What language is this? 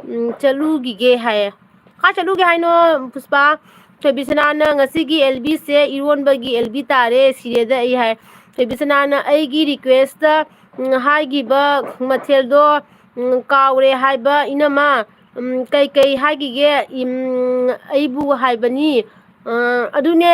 Manipuri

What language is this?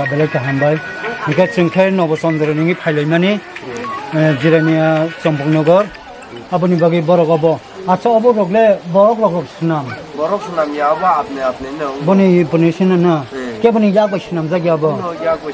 Kok Borok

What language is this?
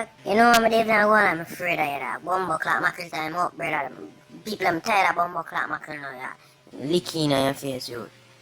Jamaican Creole English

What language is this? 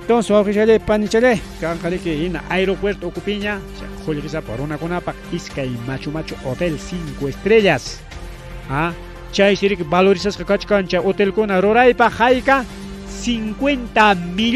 Ayacucho Quechua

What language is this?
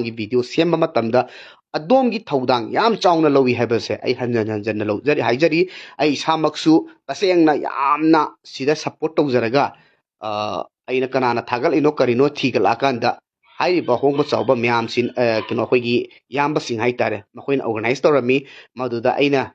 Manipuri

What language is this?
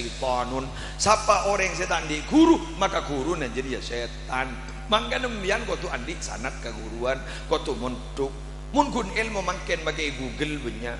Madurese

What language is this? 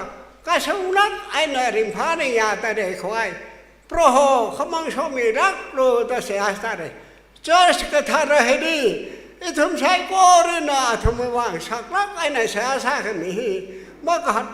Tangkhul Naga (India)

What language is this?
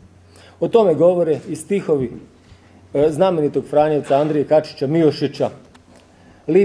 Croatian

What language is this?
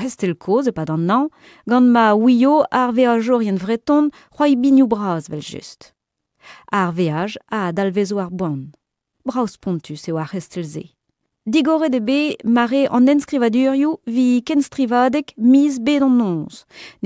Breton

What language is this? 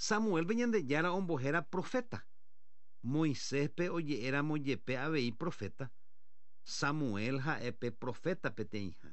Guarani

